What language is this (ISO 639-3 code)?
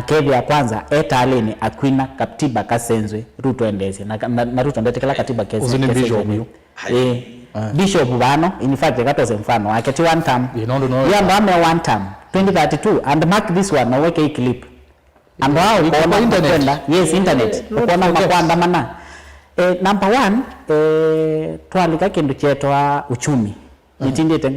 kam